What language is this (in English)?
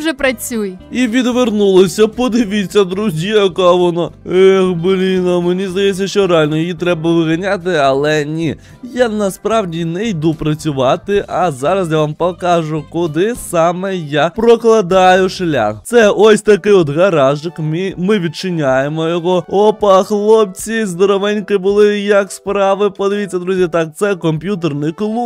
Ukrainian